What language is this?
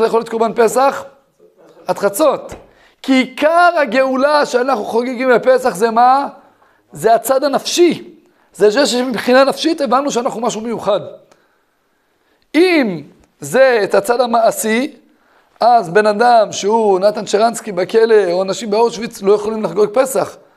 Hebrew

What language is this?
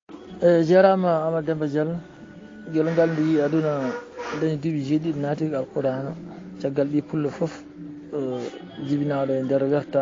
Fula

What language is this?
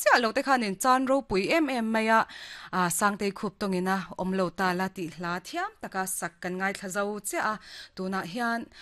Mizo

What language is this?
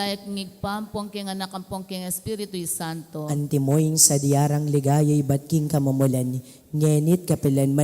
Pampanga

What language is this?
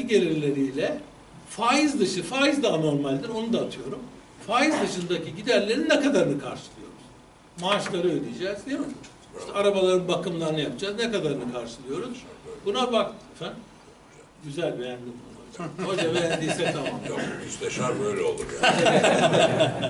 Turkish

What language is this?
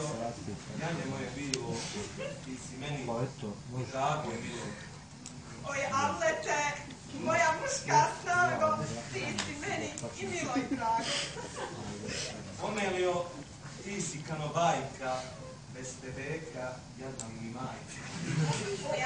Bosnian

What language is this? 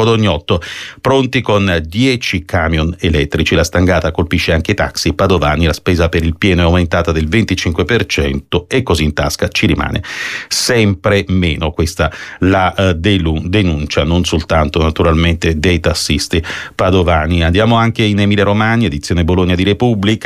Italian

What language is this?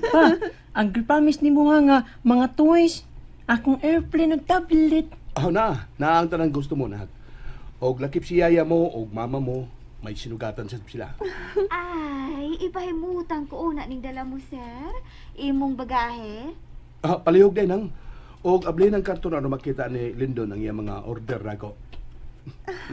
Cebuano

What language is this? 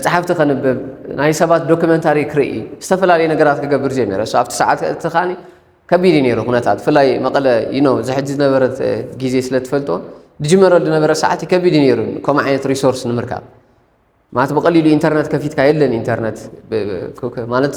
Tigrinya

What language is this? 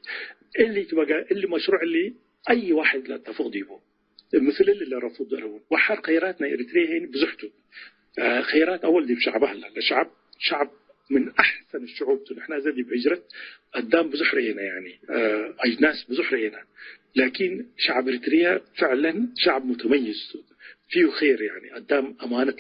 Tigre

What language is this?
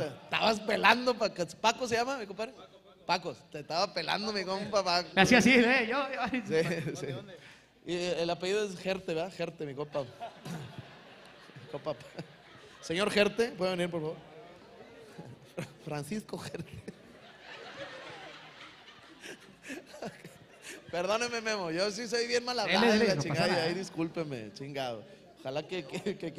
Spanish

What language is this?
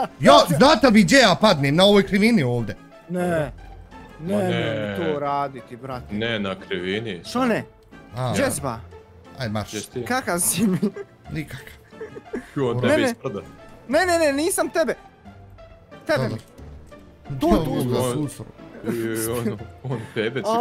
Bosnian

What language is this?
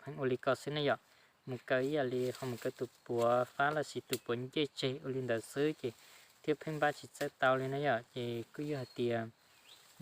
Hmong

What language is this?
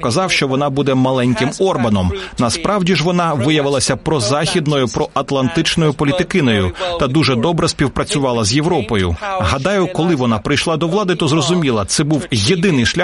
Ukrainian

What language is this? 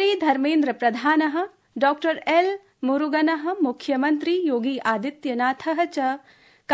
Sanskrit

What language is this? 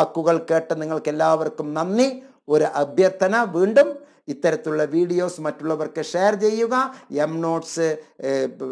Malayalam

